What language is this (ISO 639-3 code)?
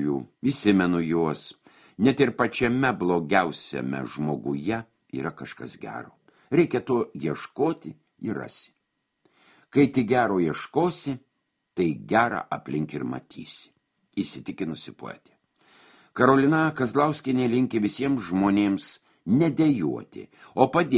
lit